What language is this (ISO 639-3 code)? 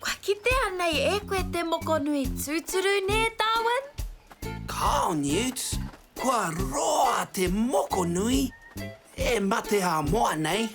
mri